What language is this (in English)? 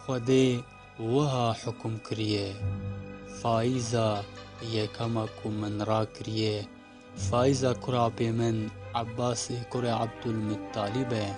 Kurdish